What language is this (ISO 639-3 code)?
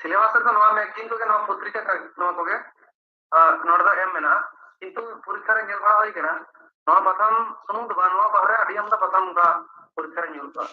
sat